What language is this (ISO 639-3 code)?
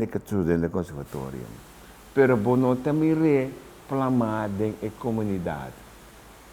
pap